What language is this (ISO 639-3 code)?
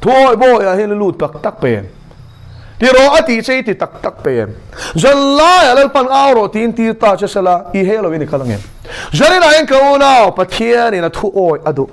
lus